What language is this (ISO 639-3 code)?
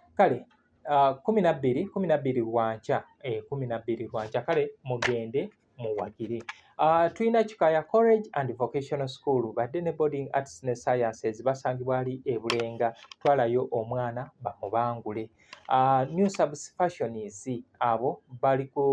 lug